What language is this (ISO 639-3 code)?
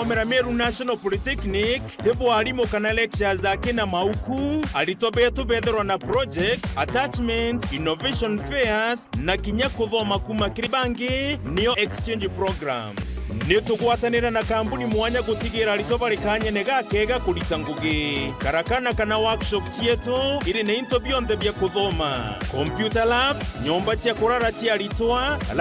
mer